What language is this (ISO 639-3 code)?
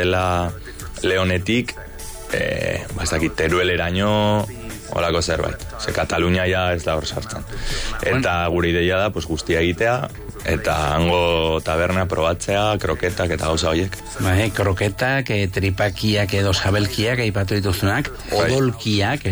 eus